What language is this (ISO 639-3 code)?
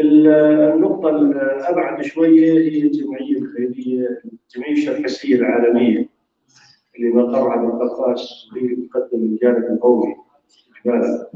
apc